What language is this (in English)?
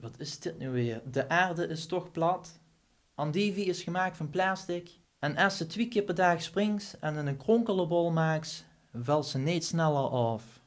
Limburgish